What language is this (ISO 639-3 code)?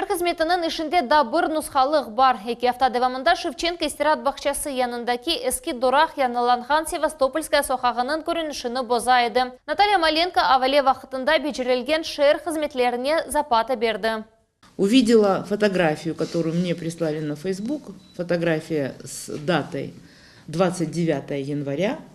crh